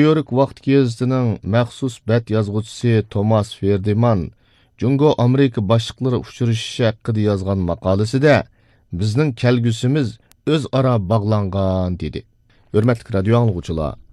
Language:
Uyghur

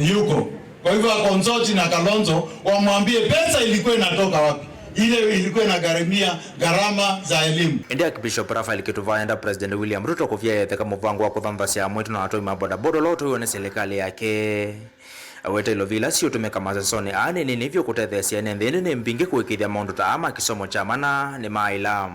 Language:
Kamba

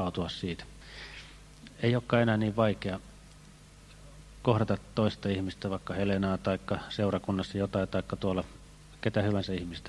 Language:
Finnish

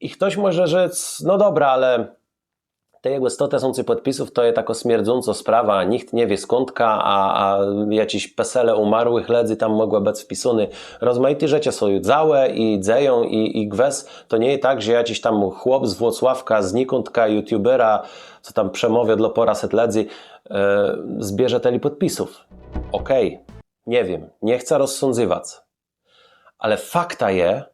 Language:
Kashubian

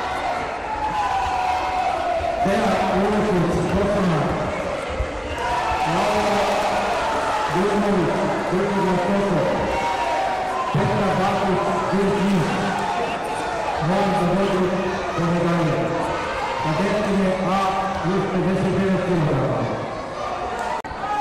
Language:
Croatian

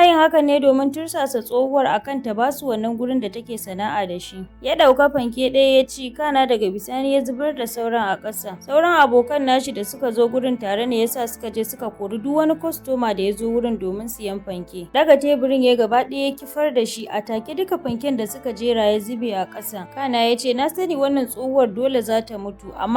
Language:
Hausa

